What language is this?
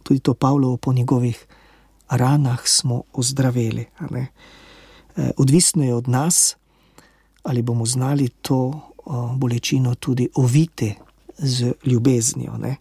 Slovenian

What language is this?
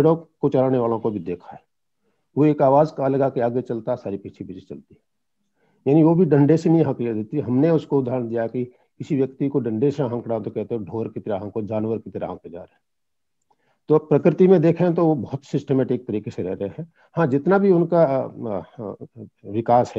Hindi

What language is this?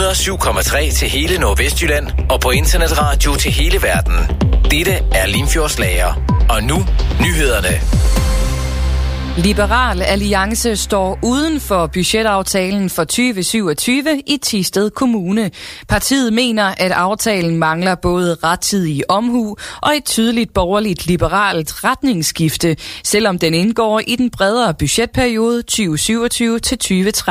Danish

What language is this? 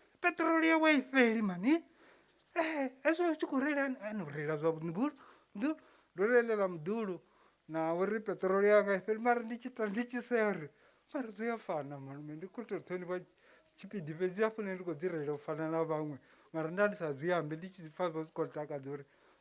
Venda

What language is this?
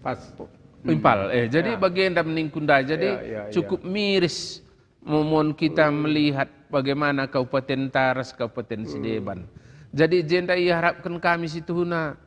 Batak Karo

